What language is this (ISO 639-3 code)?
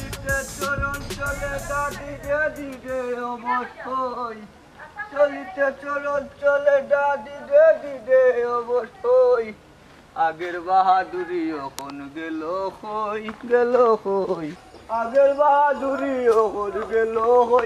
syl